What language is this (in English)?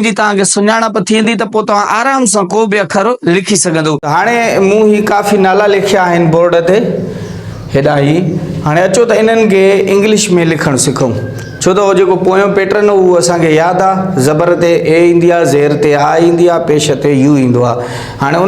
Sindhi